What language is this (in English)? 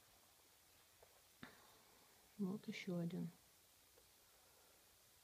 Russian